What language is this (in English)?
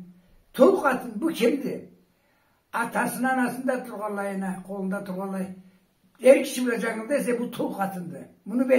Karachay-Balkar